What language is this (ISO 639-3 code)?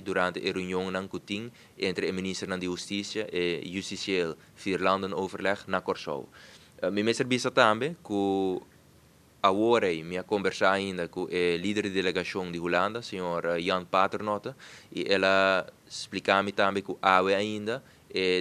pap